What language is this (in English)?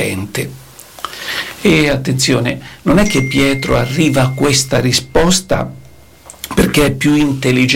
Italian